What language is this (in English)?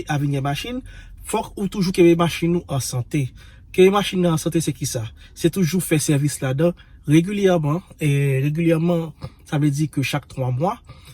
Haitian Creole